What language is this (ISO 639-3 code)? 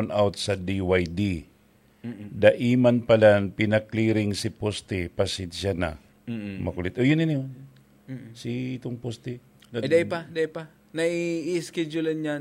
bik